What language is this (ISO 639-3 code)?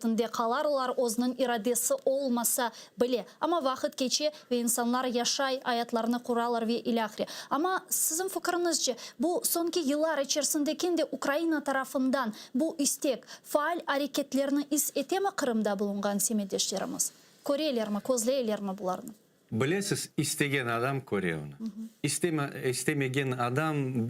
crh